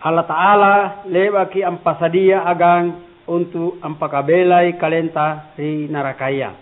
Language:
Makasar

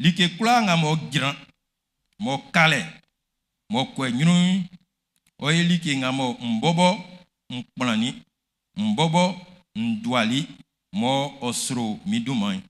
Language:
Baoulé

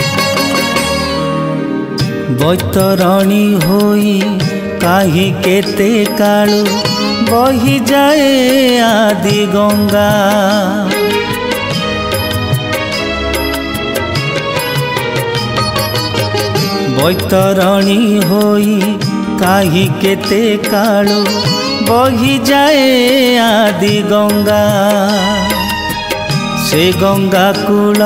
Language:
Odia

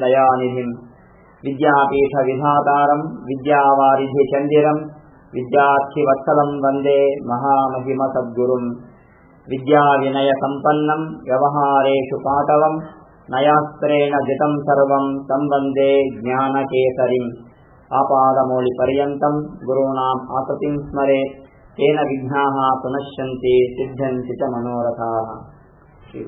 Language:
Kannada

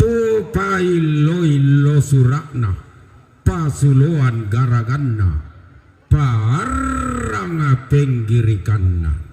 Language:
Toraja-Sa'dan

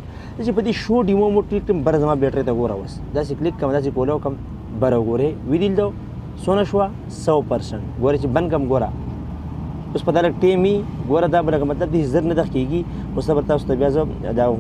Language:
Pashto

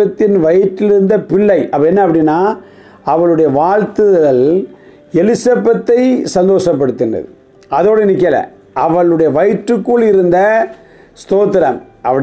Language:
Tamil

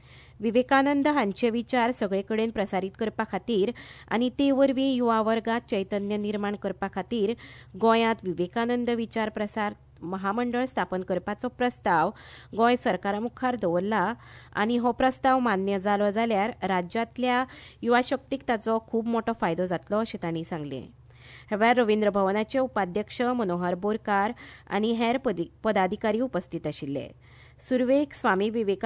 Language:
Konkani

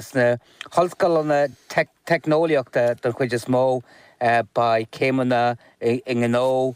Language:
Irish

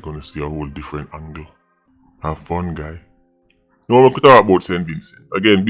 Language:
Jamaican Creole English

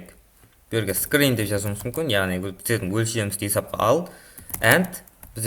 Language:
Kara-Kalpak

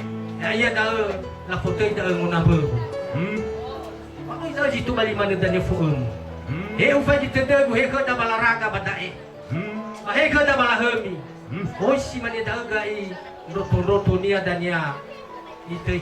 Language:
Nias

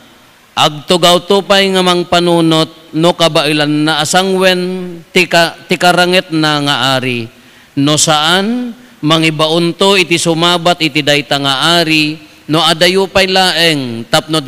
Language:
Iloko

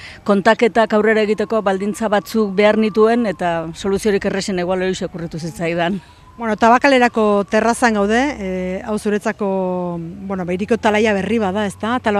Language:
Basque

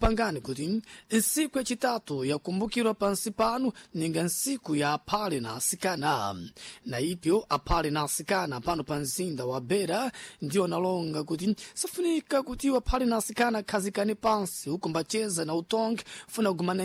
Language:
Sena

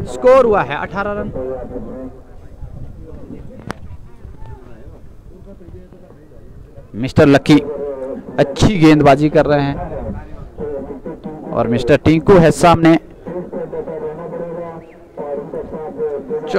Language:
Hindi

